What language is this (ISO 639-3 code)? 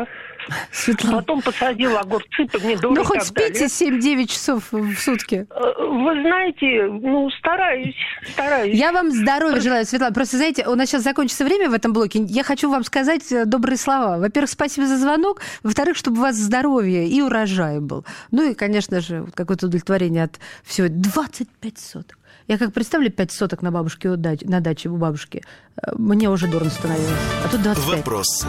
rus